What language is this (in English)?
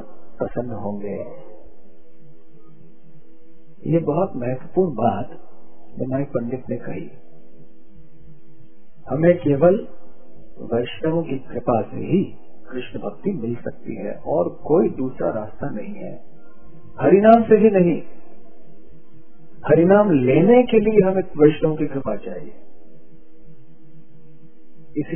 Hindi